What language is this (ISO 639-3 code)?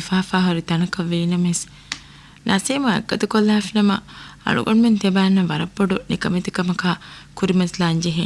div